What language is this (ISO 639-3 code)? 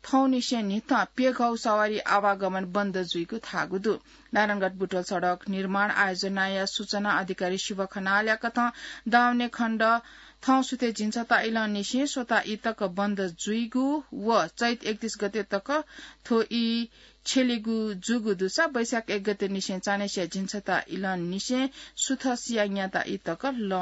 new